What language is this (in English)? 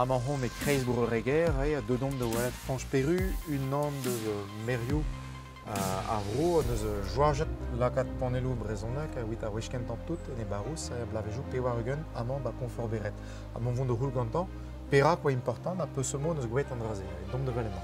Breton